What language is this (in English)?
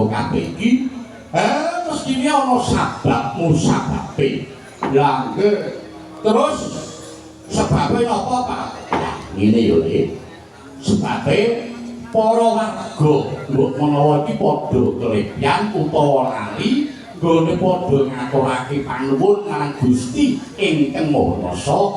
Javanese